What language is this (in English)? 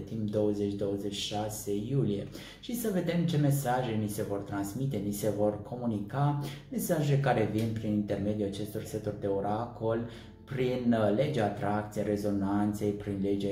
Romanian